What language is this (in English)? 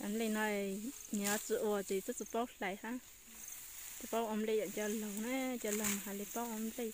Hmong